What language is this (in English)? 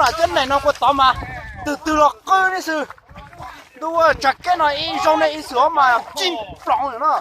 Hmong